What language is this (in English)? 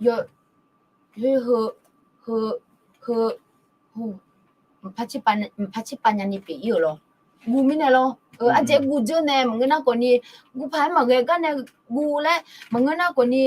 Akha